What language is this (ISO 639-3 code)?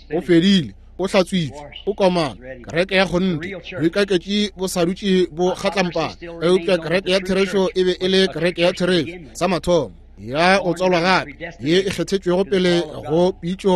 nso